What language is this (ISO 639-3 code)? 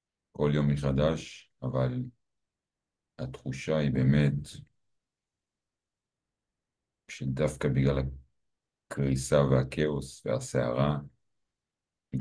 heb